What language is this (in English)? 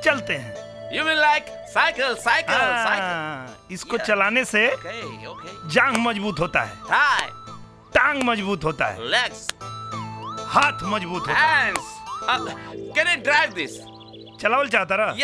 Bhojpuri